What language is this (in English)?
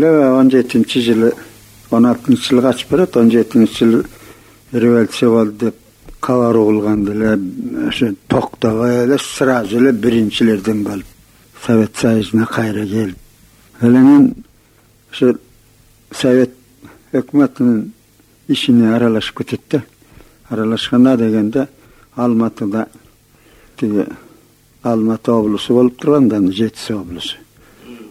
Kyrgyz